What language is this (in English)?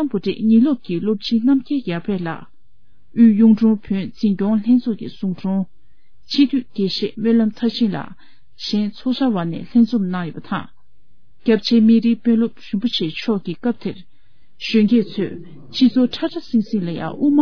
Tibetan